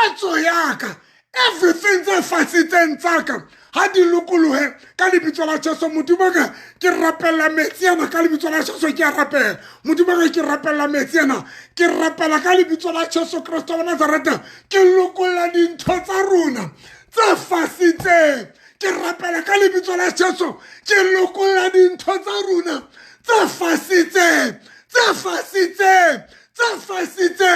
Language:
Southern Sotho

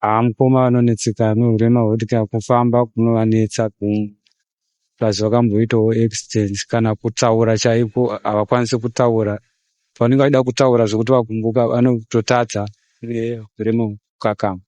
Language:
Shona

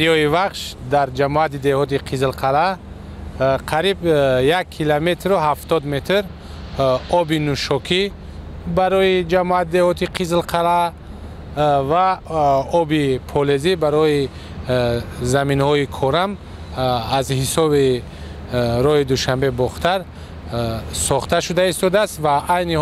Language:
Tajik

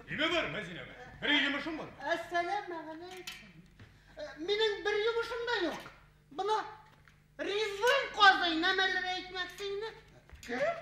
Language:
Bashkir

